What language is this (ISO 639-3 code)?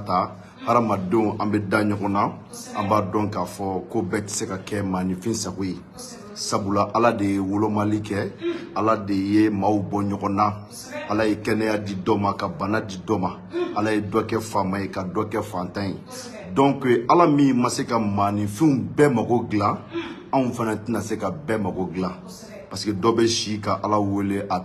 bam